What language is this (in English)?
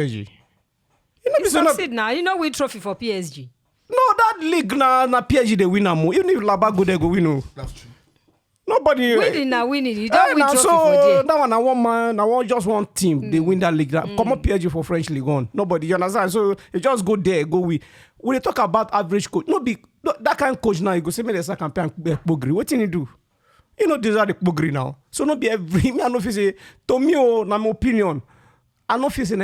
Nigerian Pidgin